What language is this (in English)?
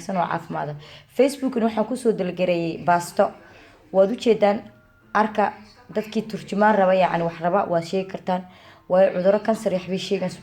Somali